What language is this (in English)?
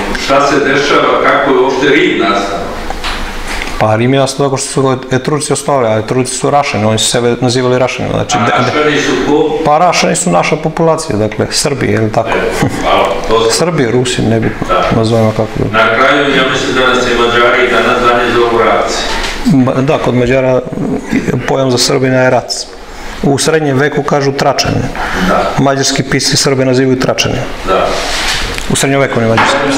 Serbian